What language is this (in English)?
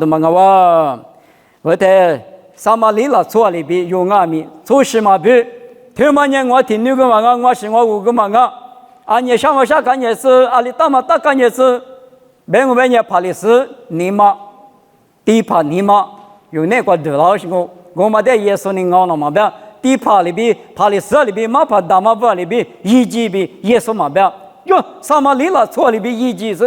Lisu